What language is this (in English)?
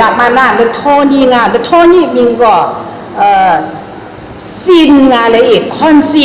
Kachin